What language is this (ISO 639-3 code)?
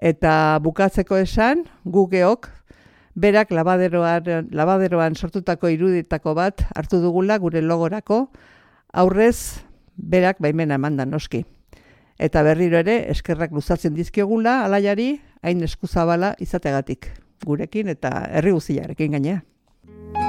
eus